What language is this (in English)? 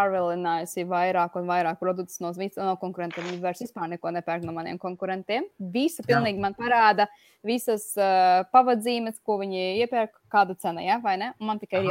Latvian